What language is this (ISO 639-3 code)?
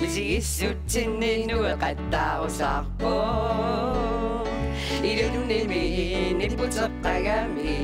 kal